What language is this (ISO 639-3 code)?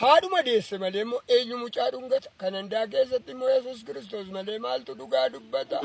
orm